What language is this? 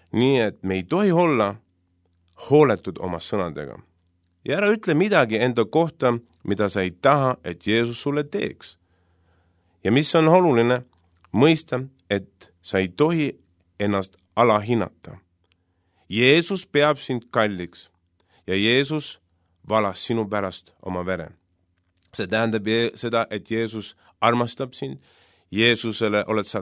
Estonian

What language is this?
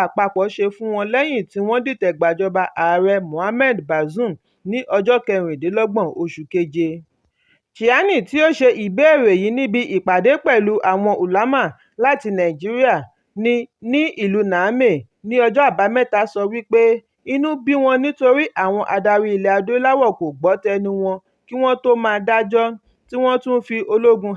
Yoruba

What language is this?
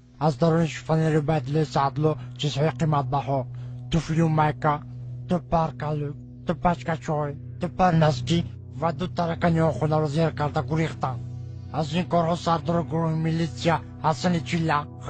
Tajik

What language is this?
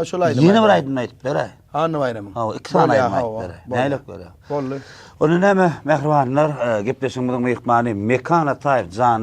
Turkmen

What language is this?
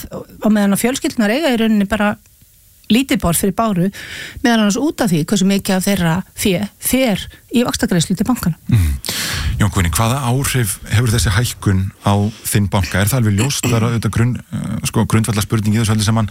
Icelandic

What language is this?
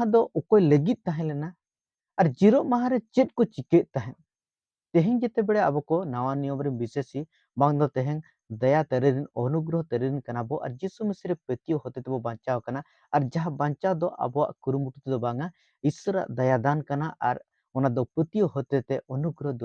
Santali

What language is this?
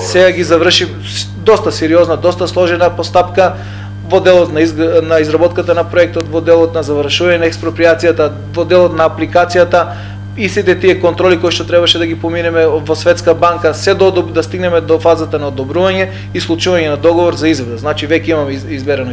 Macedonian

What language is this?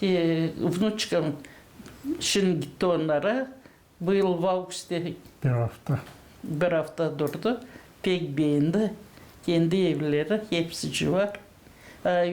Gagauz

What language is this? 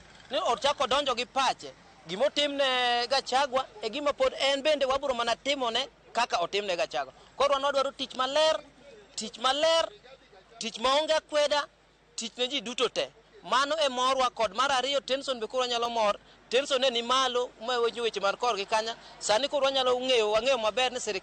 Luo (Kenya and Tanzania)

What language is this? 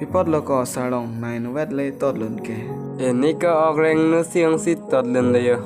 Karbi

